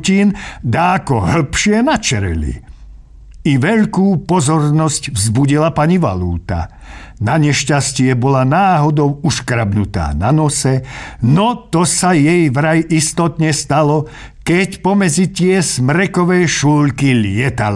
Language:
Slovak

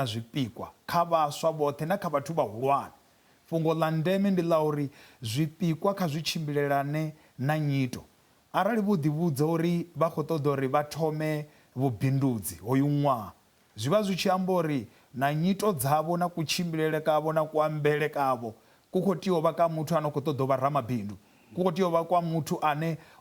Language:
Venda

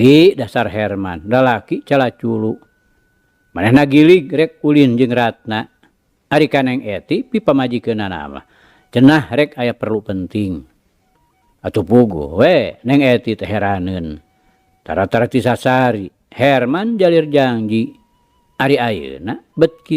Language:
Sundanese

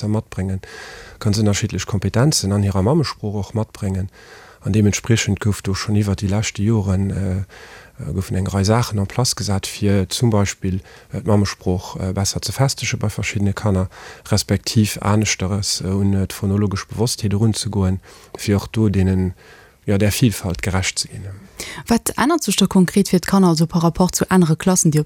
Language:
Luxembourgish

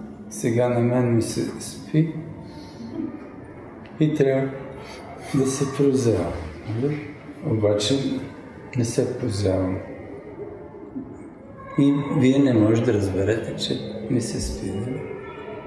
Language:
Bulgarian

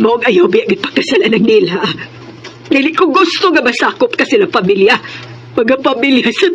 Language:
Cebuano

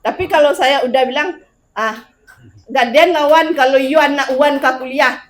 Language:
Minangkabau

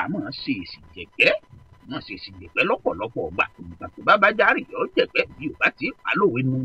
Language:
Yoruba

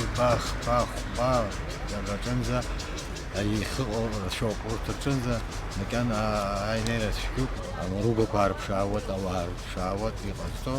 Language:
Abkhazian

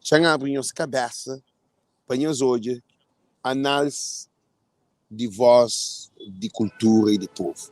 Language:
Kabuverdianu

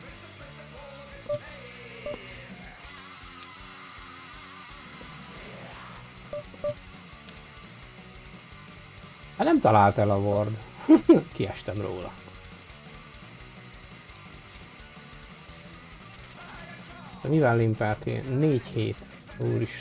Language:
Hungarian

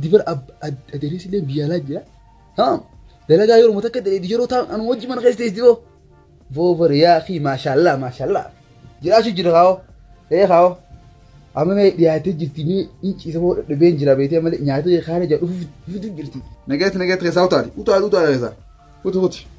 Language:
Oromo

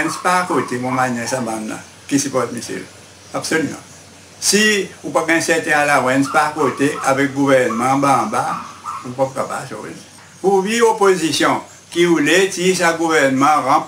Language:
Seselwa Creole French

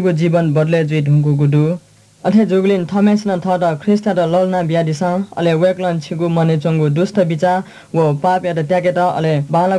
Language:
Newari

